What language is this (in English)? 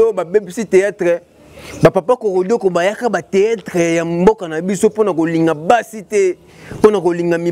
Lingala